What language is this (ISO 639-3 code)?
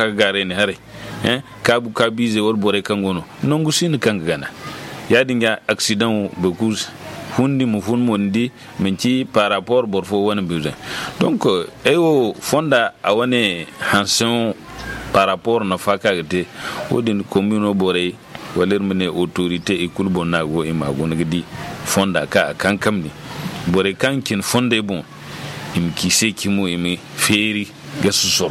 dje